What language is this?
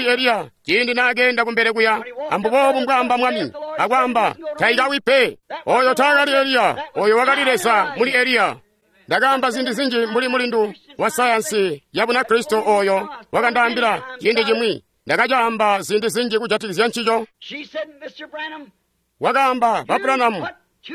Tonga (Zambia)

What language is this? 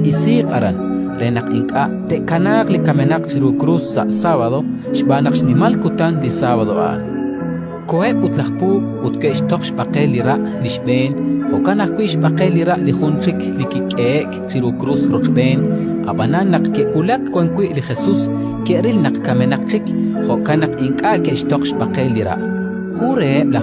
Kekchí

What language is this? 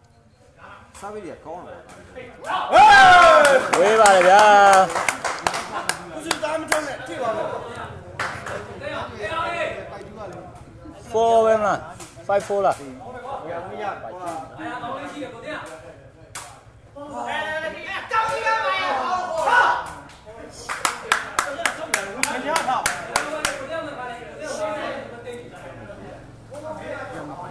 Burmese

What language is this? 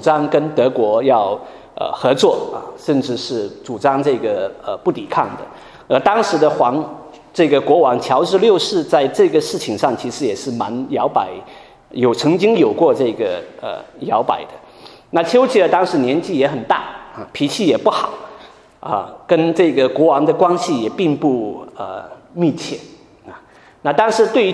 Chinese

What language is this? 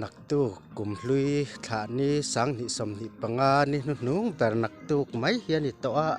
Mizo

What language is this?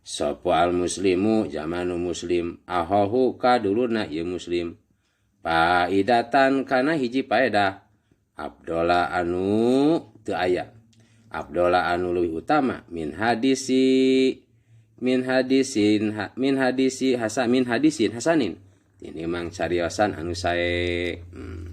Sundanese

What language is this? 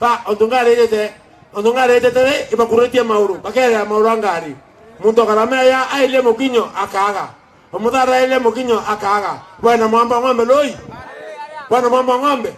Meru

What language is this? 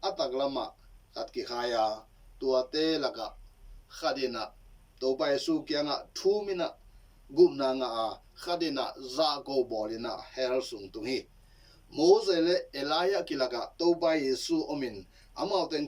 Tedim Chin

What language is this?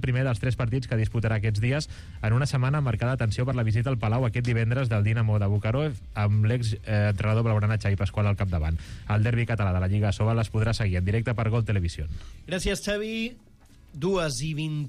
Catalan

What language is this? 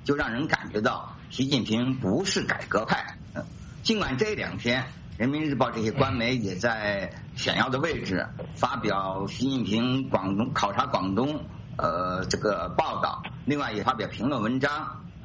Chinese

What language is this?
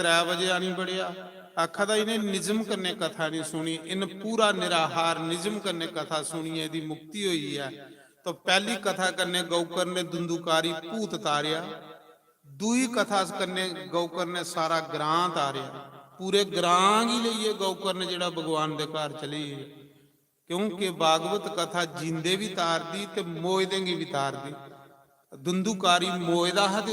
Dogri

